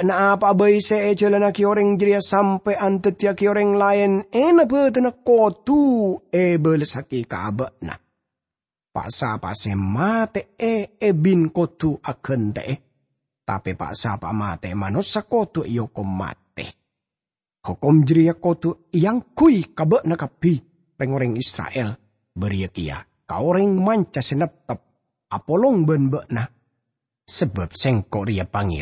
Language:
Madurese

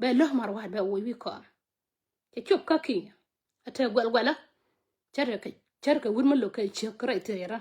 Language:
Nuer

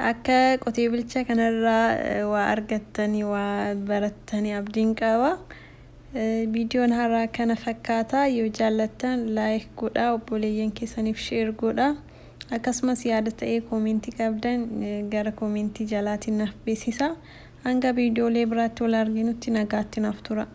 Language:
Oromo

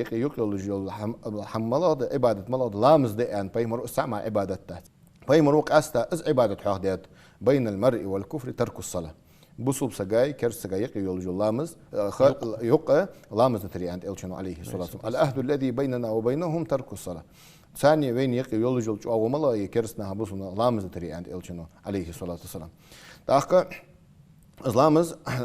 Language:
Ingush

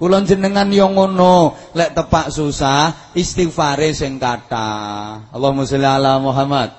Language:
Javanese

